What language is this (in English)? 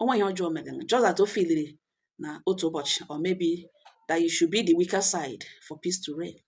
Igbo